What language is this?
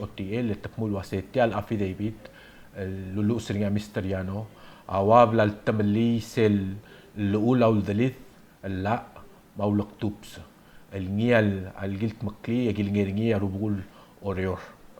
Palauan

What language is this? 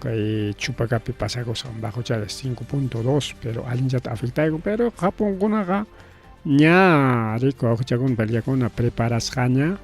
Ayacucho Quechua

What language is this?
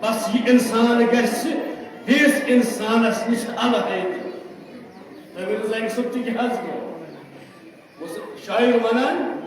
Kashmiri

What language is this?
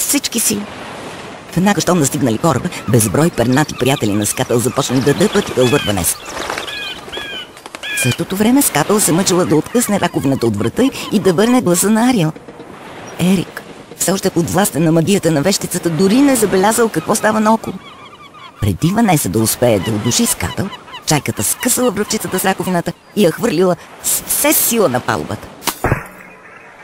Bulgarian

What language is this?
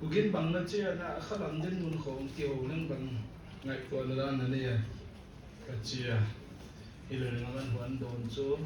Paite Chin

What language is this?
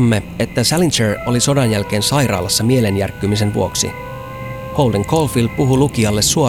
Finnish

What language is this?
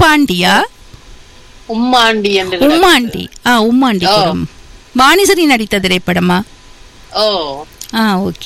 Tamil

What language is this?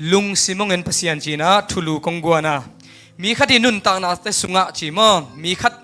Tedim Chin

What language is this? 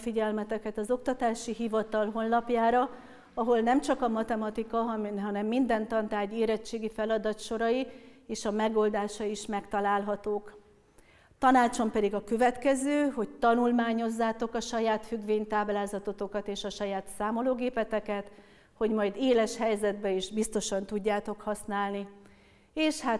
Hungarian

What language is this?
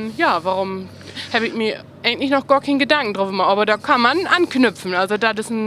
Low German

